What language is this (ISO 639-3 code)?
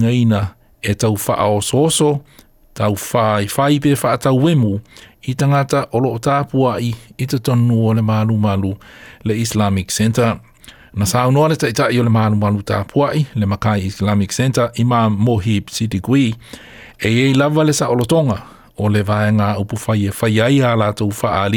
smo